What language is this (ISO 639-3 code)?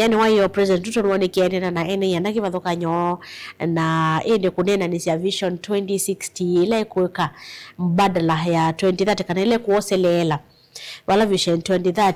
kam